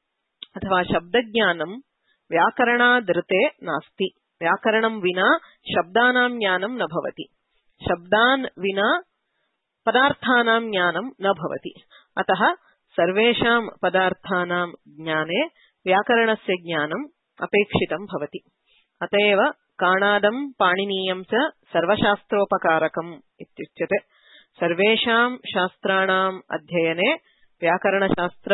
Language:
Sanskrit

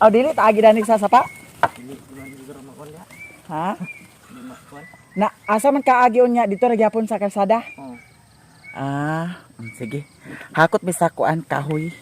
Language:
Cebuano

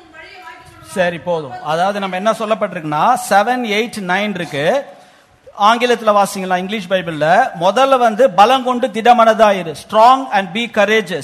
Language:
Tamil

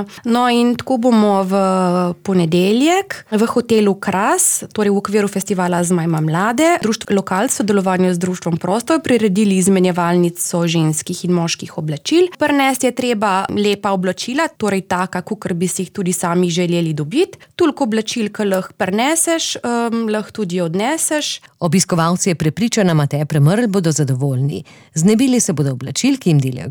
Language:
Slovenian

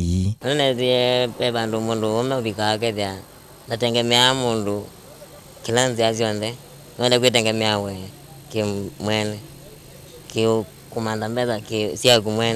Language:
Kamba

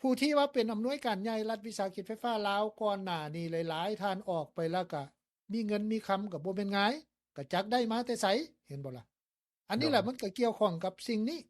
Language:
Lao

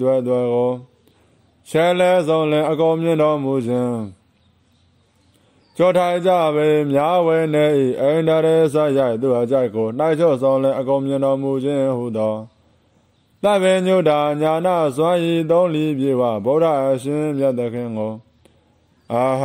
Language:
Burmese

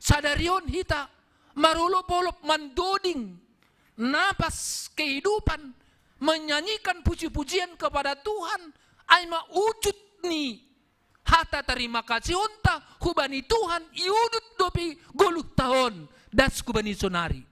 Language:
Batak Simalungun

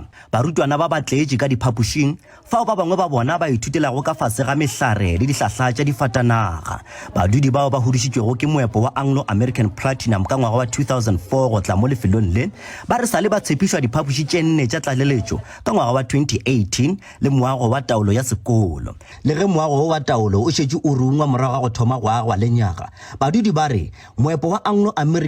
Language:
Northern Sotho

